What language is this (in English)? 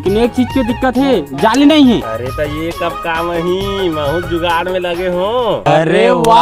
Chhattisgarhi